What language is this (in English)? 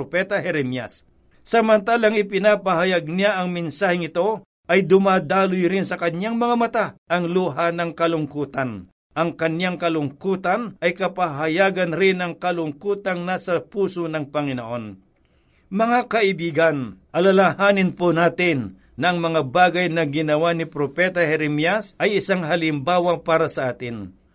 Filipino